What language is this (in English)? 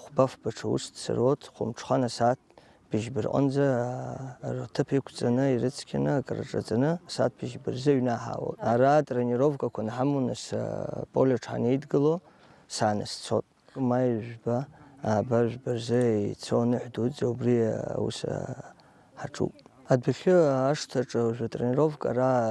Abkhazian